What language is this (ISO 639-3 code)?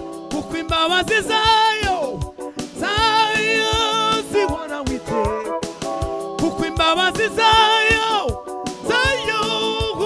kin